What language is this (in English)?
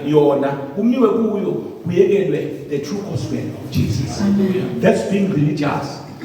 Zulu